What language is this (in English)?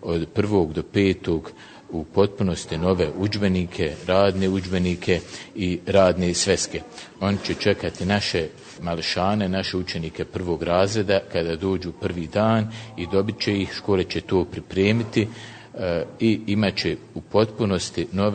Bosnian